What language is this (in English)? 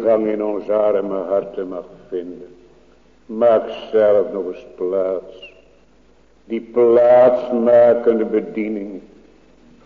Dutch